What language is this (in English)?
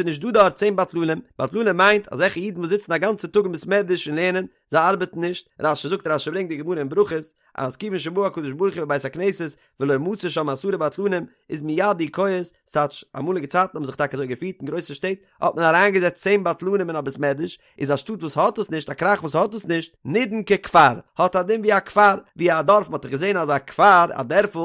Yiddish